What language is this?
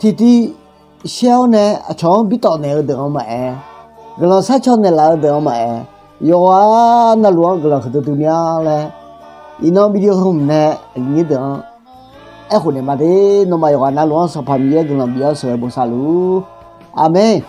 Akha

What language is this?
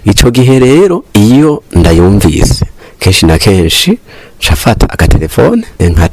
Rundi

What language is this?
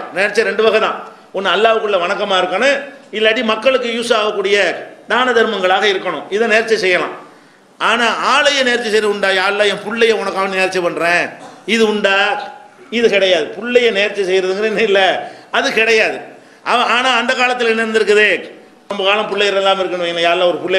Tamil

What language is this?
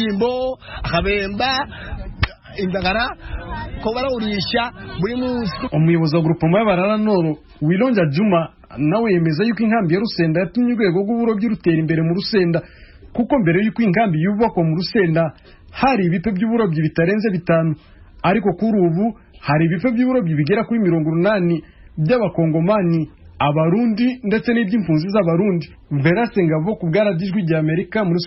Rundi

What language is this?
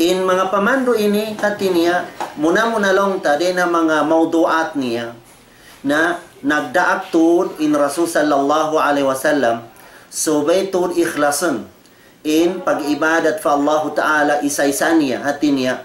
Tausug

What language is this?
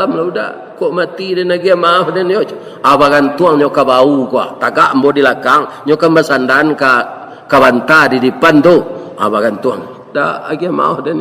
Minangkabau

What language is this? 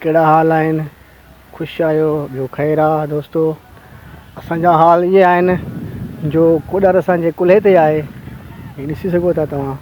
Sindhi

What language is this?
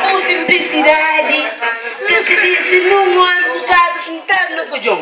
Kabuverdianu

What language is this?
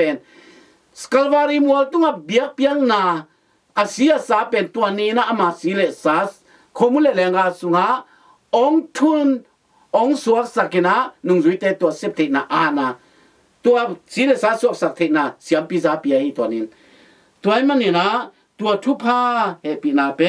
Tedim Chin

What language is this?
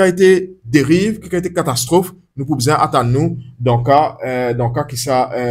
Morisyen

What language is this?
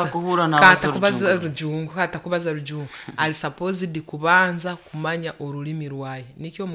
Nyoro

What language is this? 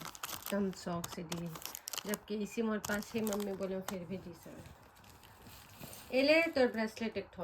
Chhattisgarhi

